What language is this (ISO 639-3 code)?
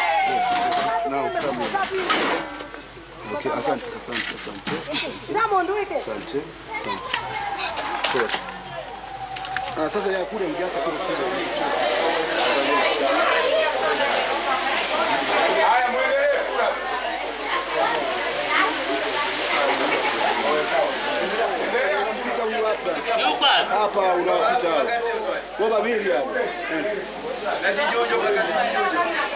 ell